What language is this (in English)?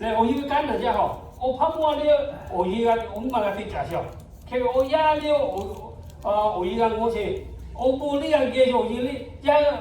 Lahu